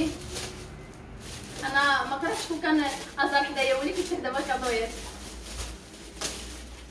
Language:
Moroccan Arabic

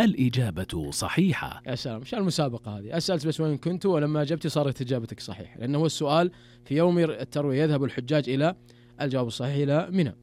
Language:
Najdi Arabic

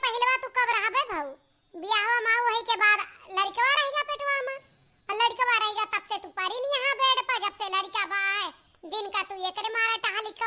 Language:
Awadhi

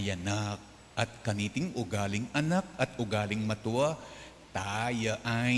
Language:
Pampanga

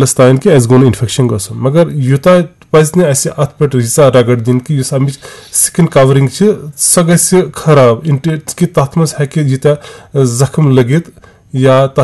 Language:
Kashmiri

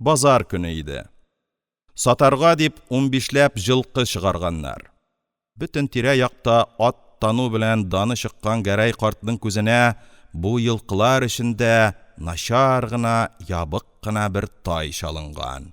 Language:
Tatar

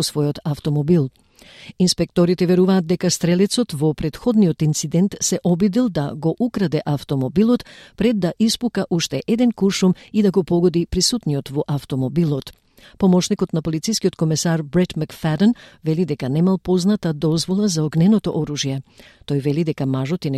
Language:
Macedonian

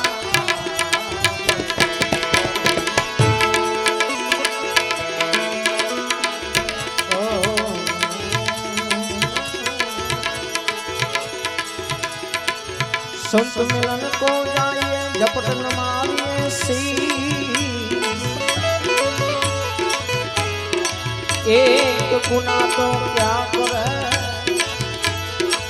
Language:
Hindi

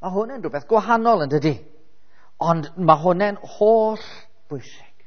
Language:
Welsh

